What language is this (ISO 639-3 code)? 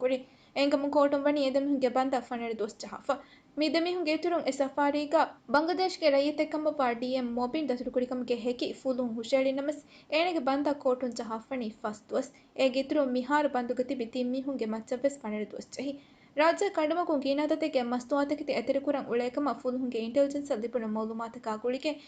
div